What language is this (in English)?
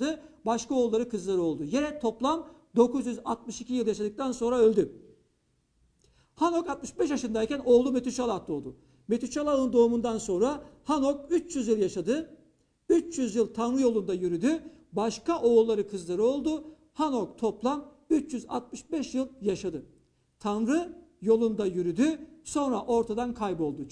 Turkish